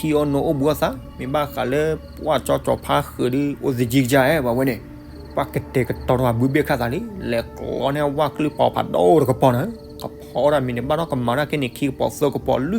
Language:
S'gaw Karen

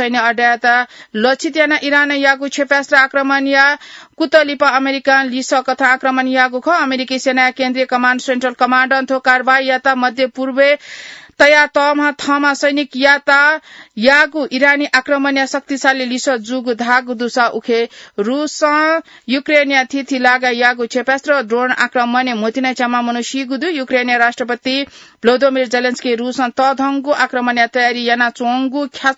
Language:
Newari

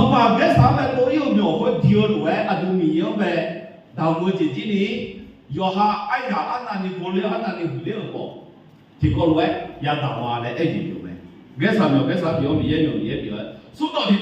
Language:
Akha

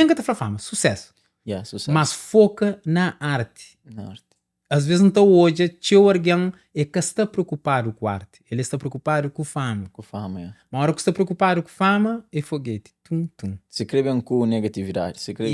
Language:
Kabuverdianu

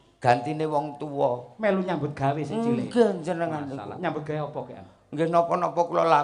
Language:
Javanese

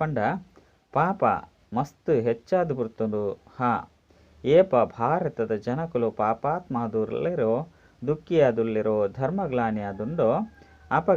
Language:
Tulu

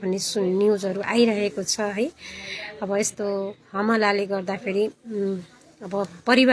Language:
Nepali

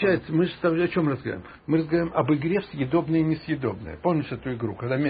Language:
Russian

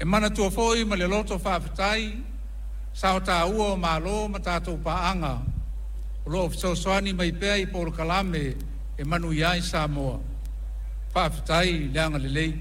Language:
Samoan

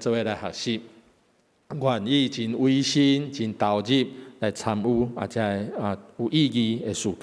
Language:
Min Nan Chinese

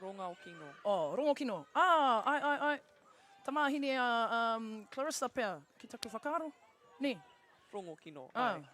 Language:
Māori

